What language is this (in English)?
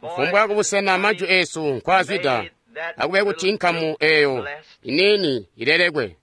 Tonga (Zambia)